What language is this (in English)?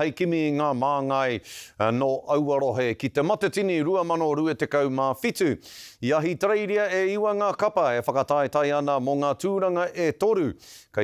Māori